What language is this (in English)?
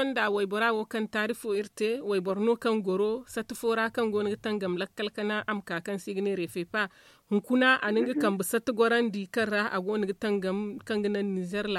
Zarma